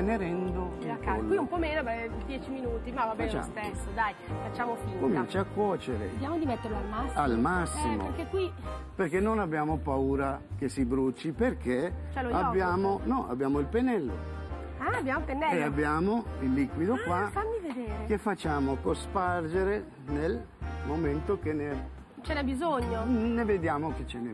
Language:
Italian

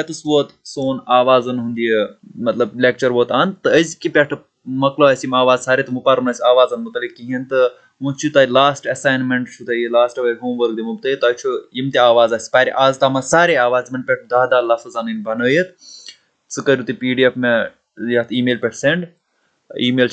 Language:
Kashmiri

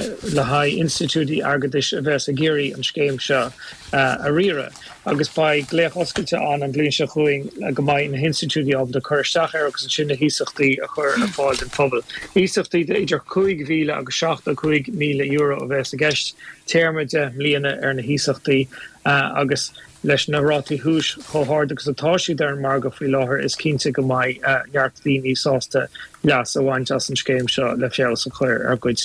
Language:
Irish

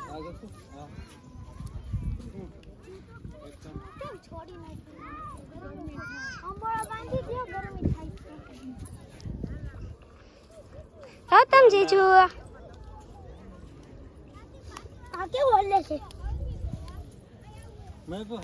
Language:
Gujarati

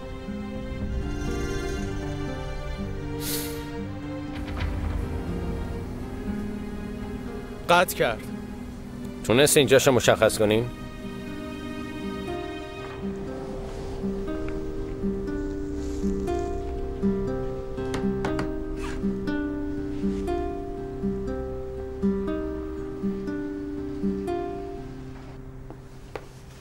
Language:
Persian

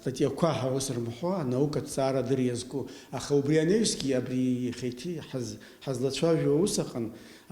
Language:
Abkhazian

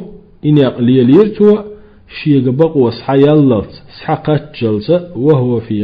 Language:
Chechen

